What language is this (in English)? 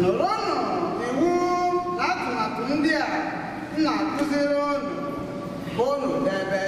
Igbo